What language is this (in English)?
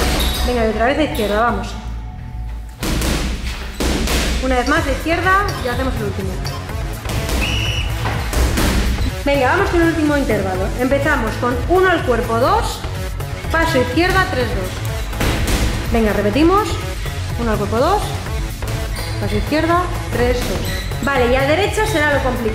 Spanish